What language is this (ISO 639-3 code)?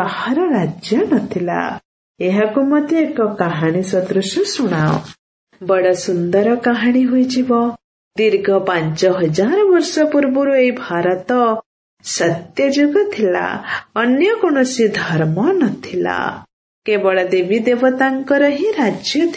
ori